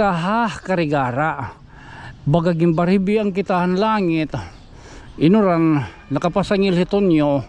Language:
Waray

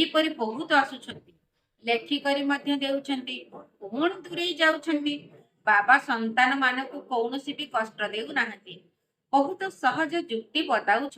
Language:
Odia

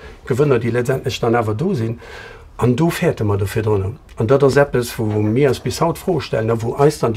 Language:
Luxembourgish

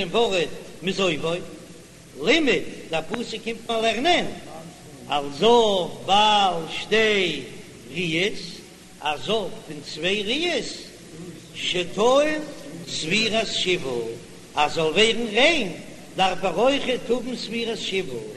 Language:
Yiddish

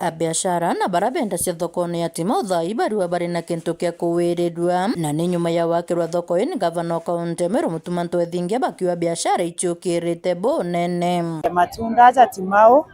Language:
Meru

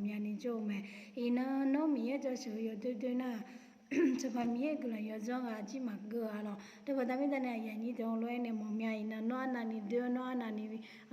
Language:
Akha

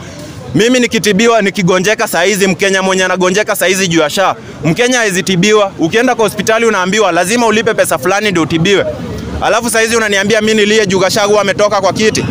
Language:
Swahili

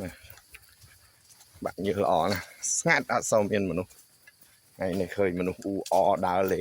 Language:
Khmer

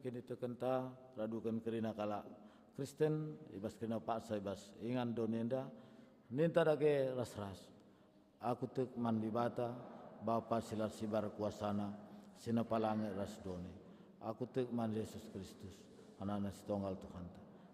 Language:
Batak Karo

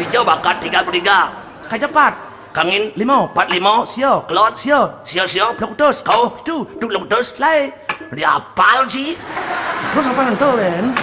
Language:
Balinese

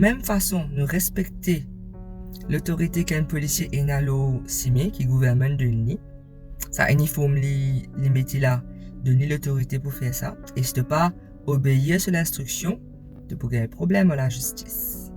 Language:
Morisyen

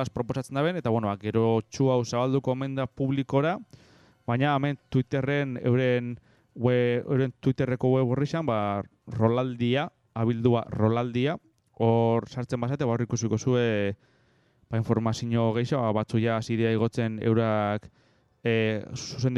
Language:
Basque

